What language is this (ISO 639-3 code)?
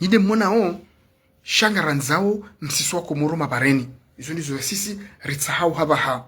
zdj